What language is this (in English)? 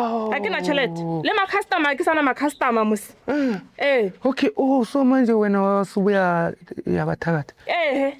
Zulu